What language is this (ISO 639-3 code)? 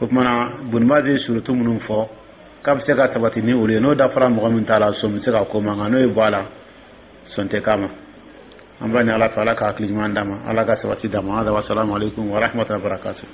dyu